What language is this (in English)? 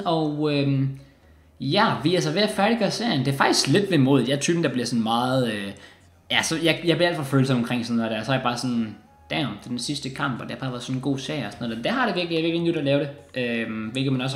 Danish